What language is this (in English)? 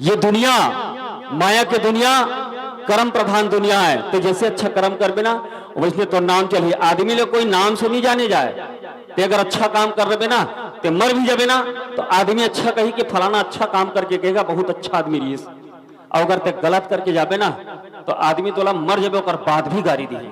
Chhattisgarhi